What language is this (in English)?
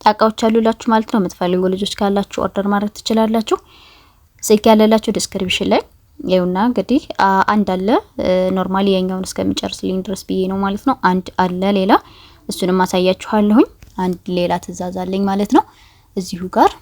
Amharic